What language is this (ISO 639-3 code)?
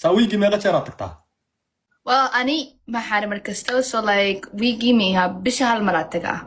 som